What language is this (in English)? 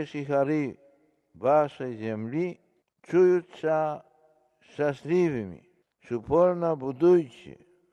Belarusian